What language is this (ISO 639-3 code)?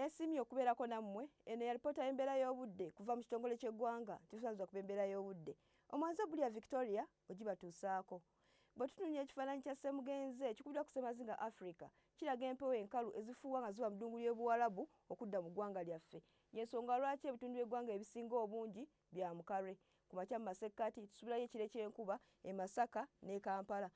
lug